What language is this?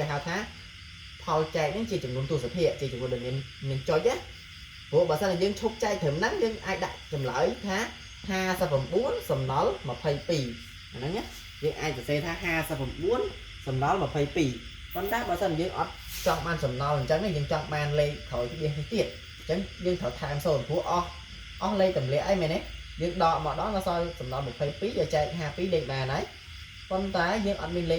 Khmer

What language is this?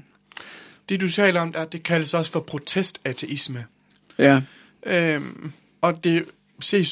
Danish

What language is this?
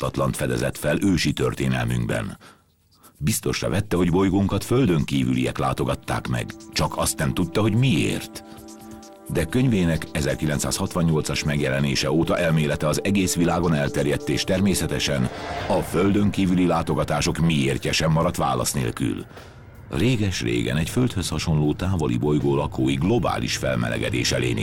Hungarian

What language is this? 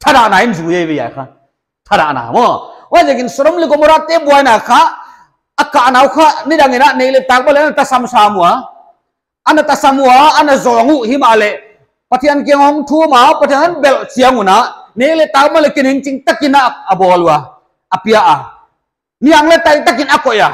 Paite Chin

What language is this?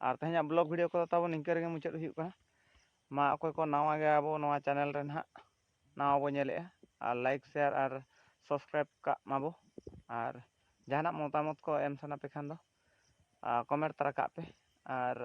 Santali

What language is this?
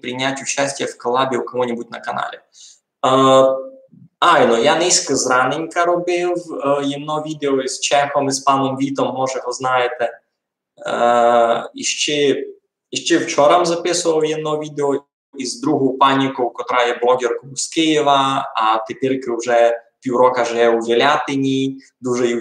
Rusyn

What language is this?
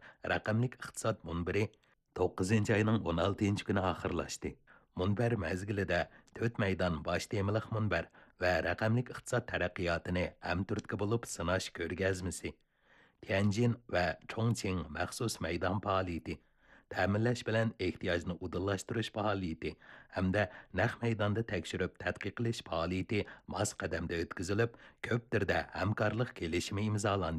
Uyghur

